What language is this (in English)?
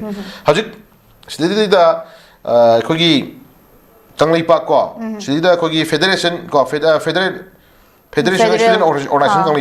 Manipuri